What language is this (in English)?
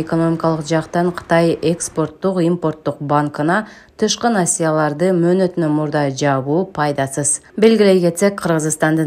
Kyrgyz